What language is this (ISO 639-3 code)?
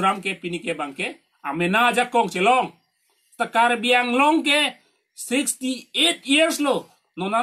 mjw